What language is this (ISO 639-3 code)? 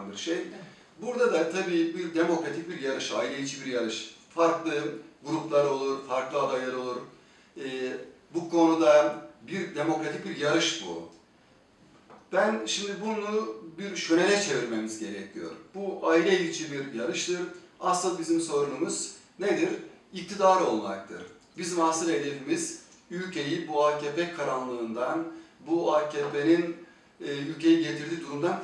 tur